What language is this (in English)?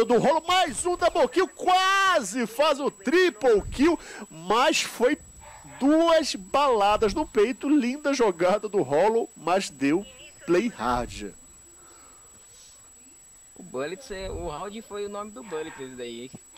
Portuguese